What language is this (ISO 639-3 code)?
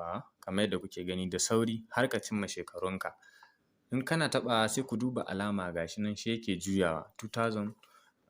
hau